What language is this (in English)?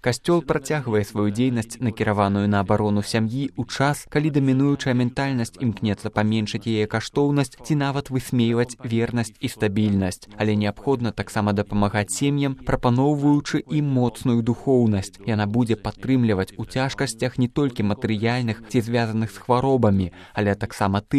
Belarusian